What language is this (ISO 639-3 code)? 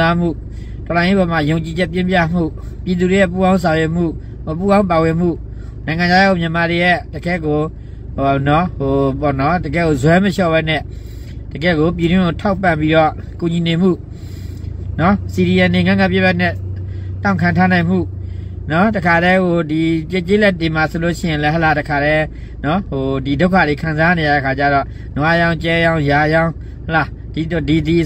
mya